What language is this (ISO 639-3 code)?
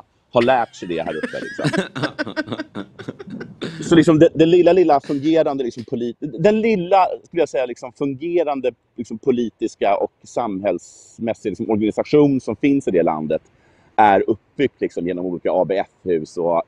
swe